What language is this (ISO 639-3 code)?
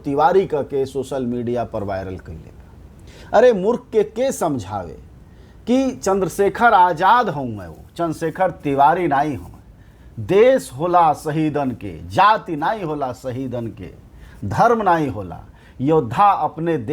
bho